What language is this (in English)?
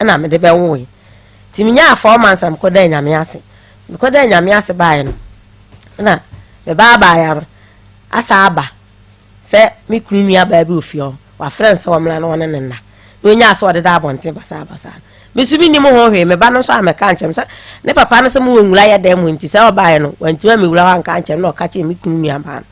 Akan